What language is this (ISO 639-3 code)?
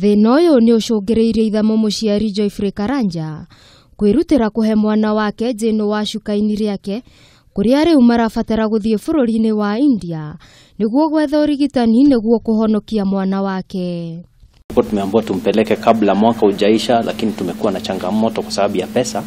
kik